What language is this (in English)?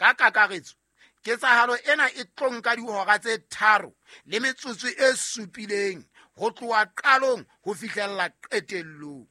Southern Sotho